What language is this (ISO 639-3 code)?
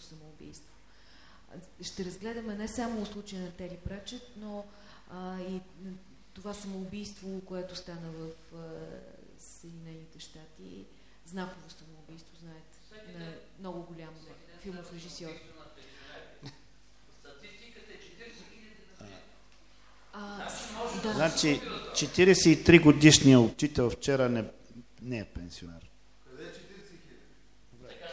bul